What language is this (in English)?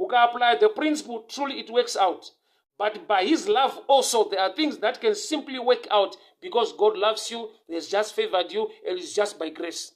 Shona